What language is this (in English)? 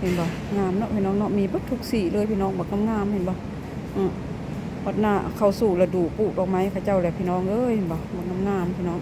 Lao